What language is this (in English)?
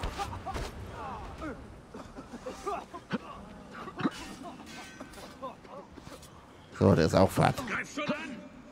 German